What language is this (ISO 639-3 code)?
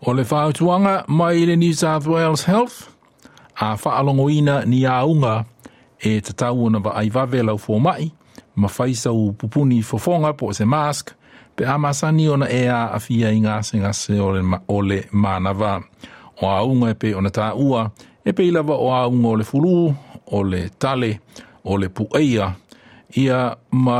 smo